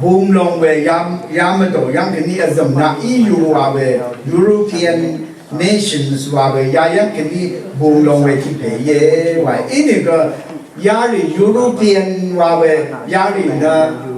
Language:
Rawang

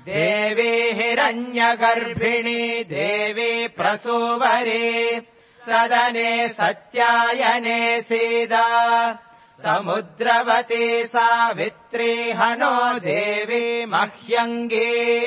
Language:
Sanskrit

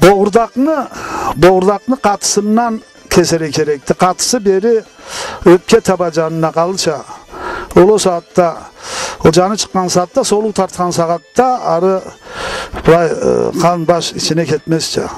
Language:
Karachay-Balkar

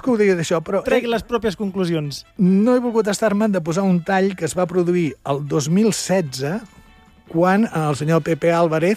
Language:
Catalan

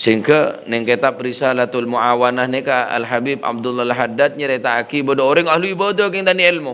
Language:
Madurese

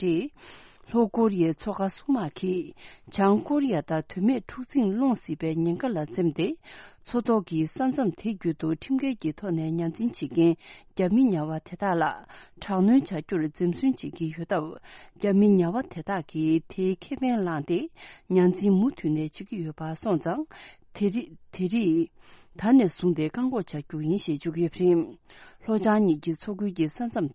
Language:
Tibetan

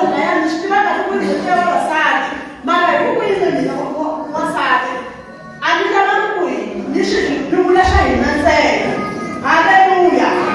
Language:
Tsonga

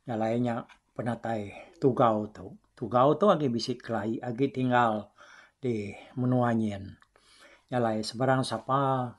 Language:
Iban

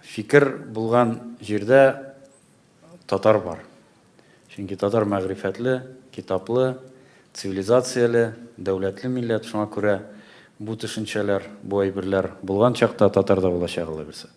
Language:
Tatar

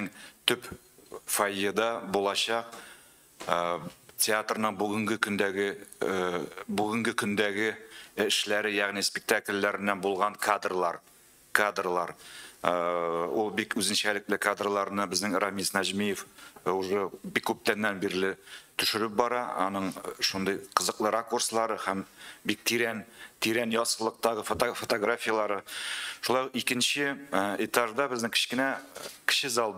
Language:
Tatar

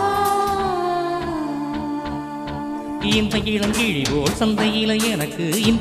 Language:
Tamil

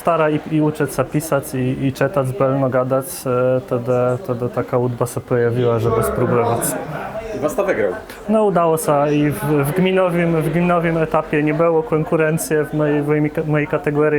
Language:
Kashubian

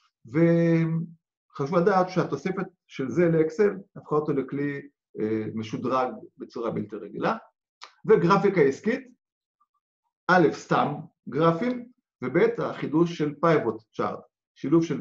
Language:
Hebrew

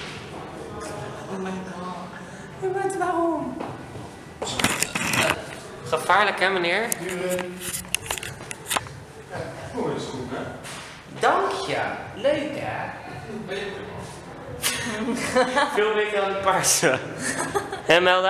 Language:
Dutch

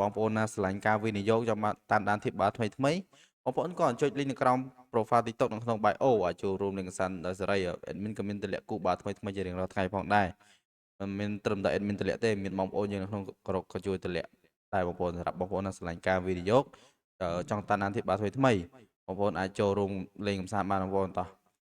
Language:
Khmer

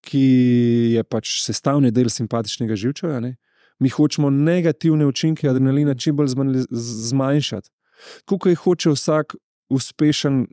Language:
Slovenian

